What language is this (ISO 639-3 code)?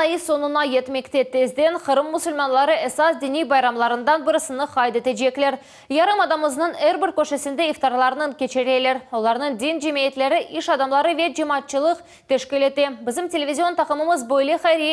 crh